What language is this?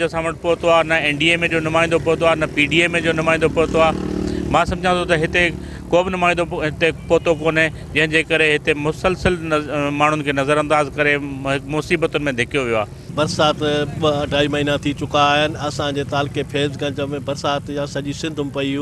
Sindhi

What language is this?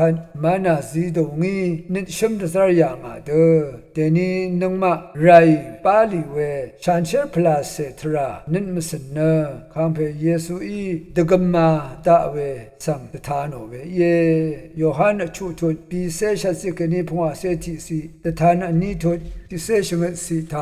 Rawang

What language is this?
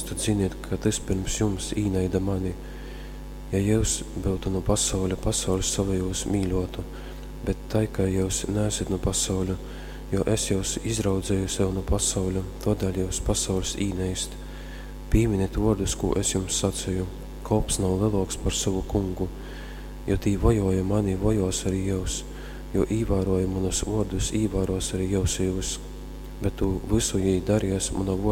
Latgalian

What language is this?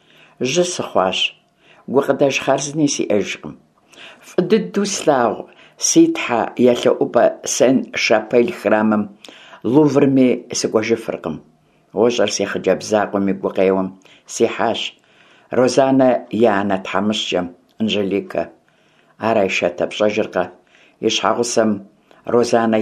Kabardian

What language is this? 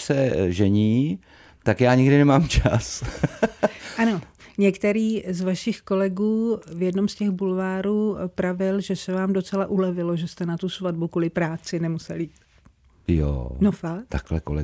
Czech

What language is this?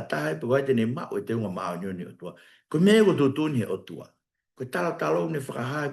Tongan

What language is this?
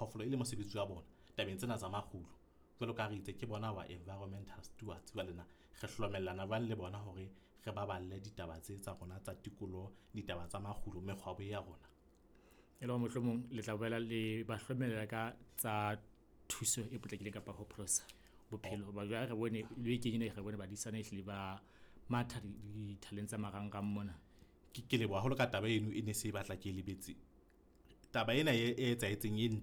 Southern Sotho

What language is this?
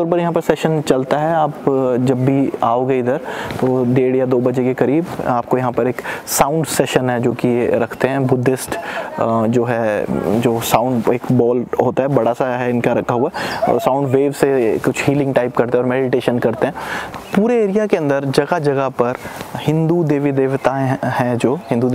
Hindi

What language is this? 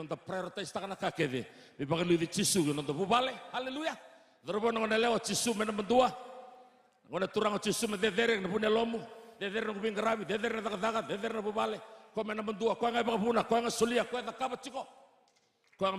Fijian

